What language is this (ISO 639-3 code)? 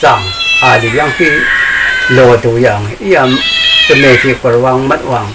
raw